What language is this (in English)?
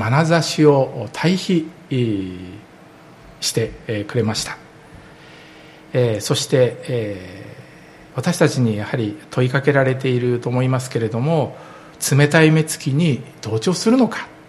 Japanese